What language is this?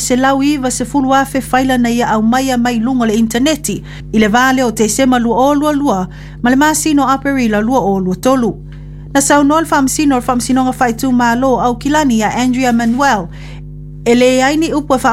Samoan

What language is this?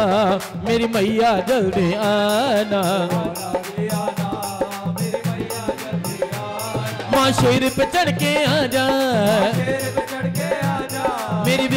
Hindi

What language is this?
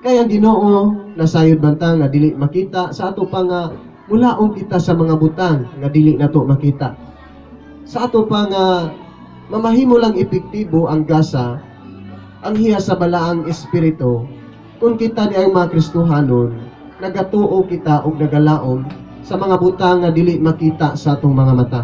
Cebuano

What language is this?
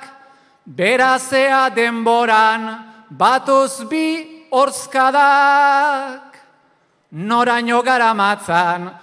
Basque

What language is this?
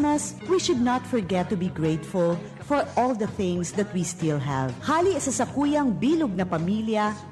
Bikol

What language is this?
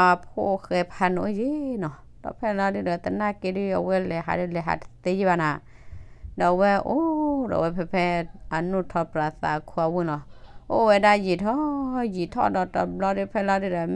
S'gaw Karen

